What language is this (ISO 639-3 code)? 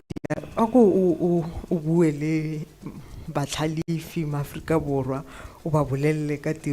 tsn